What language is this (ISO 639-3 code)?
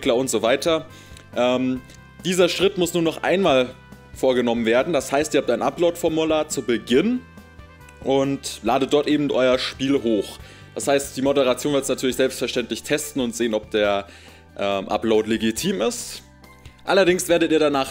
deu